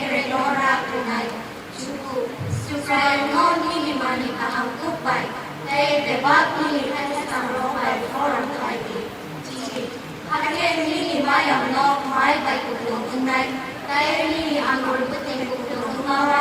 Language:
Kok Borok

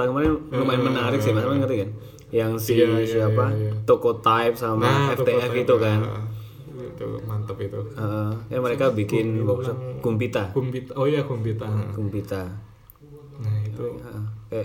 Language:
Indonesian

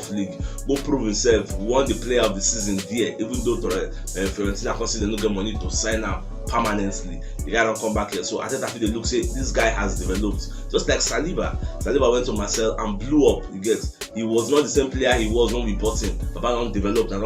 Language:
Nigerian Pidgin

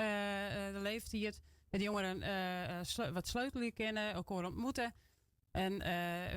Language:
Western Frisian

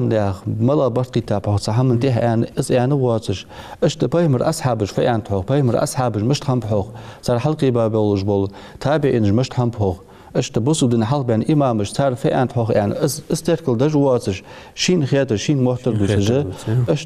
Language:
Ingush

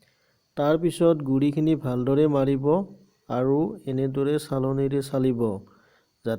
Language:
Assamese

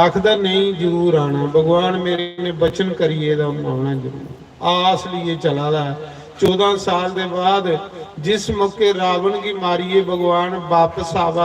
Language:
Dogri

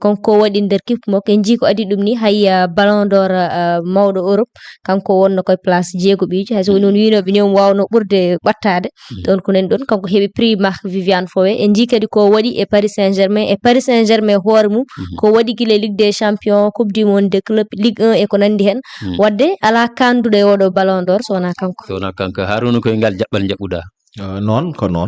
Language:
Fula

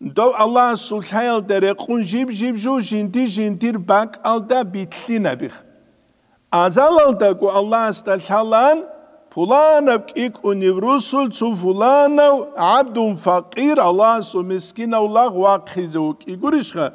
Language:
Avaric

